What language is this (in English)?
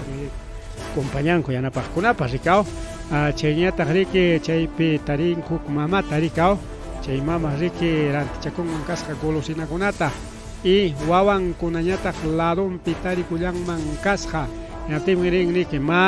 Ayacucho Quechua